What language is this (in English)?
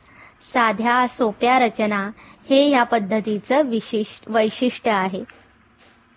Marathi